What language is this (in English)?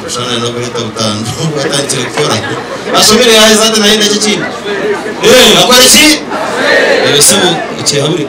Nyankole